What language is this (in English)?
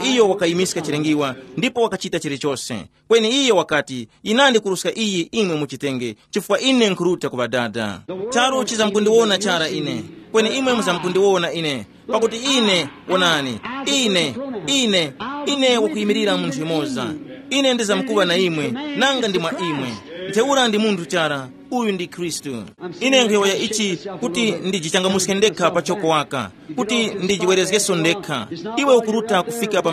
Tumbuka